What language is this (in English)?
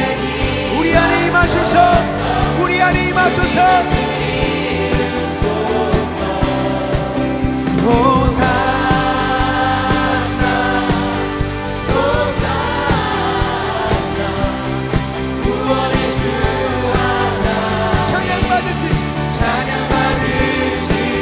Korean